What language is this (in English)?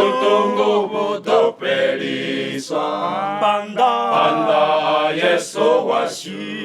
Venda